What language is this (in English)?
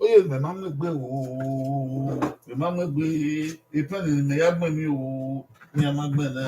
Bini